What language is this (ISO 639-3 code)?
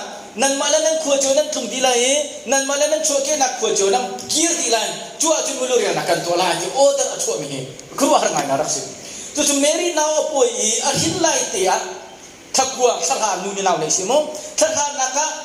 cnh